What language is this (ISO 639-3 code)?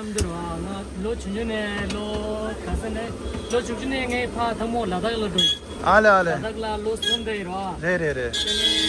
bod